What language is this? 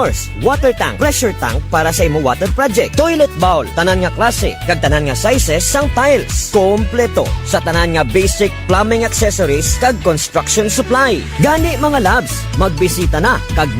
Hiligaynon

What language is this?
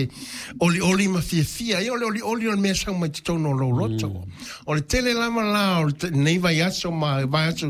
Samoan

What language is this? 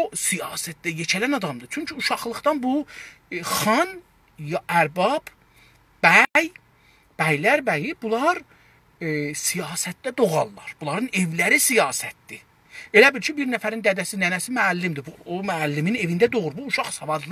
South Azerbaijani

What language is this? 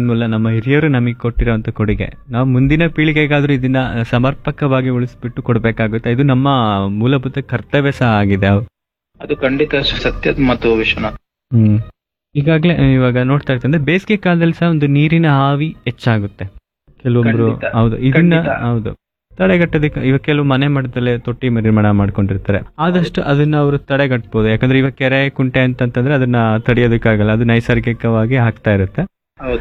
Kannada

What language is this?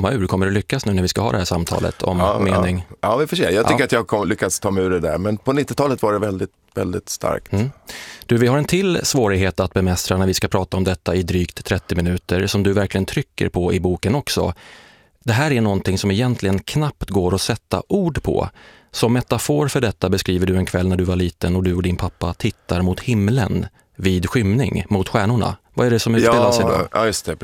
Swedish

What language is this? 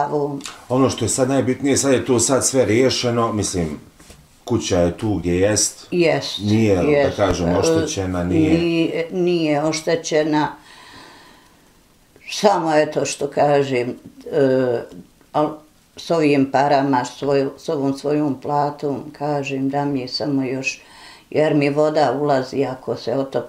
Bosnian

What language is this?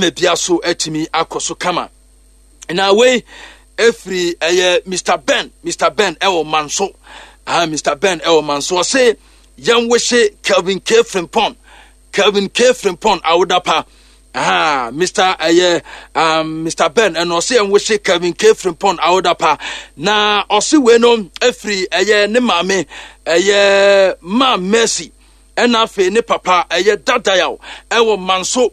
Akan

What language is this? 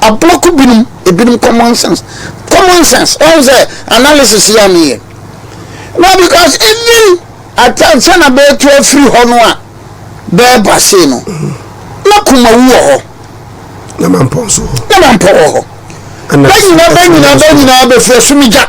Akan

